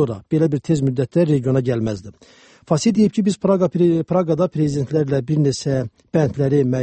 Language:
Azerbaijani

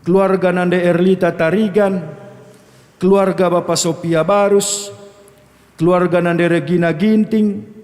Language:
Batak Karo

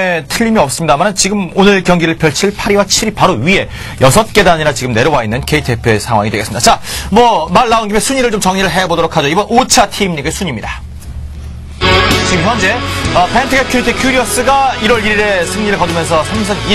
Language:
Korean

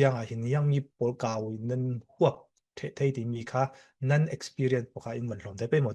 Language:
Falam Chin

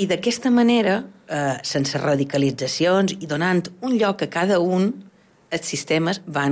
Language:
Catalan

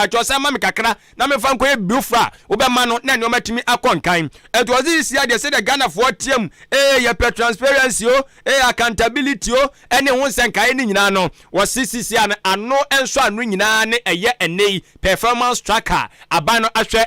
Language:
Akan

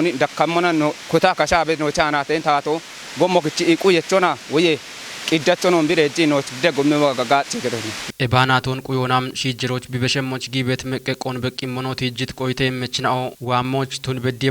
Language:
Kafa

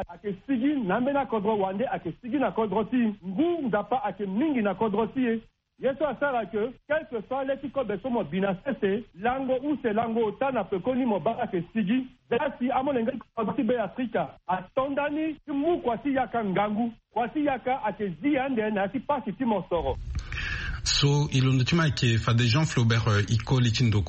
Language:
Sango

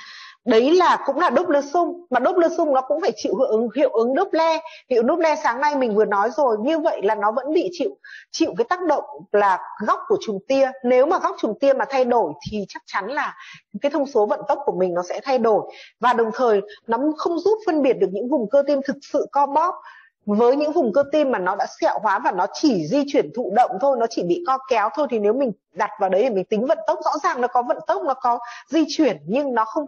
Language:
Vietnamese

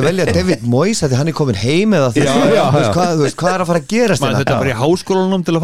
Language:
Icelandic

